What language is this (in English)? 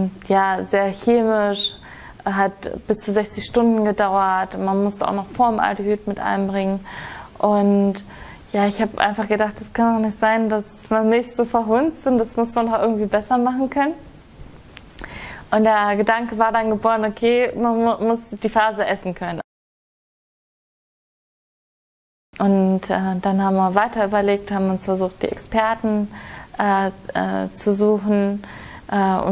German